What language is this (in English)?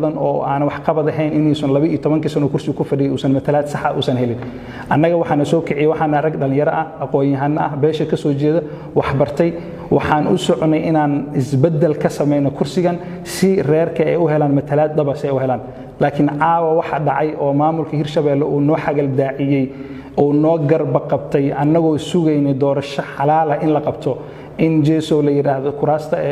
Somali